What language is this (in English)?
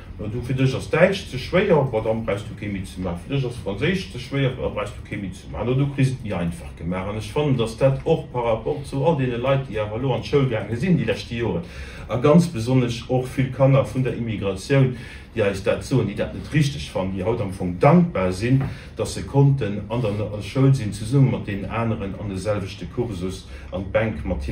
Luxembourgish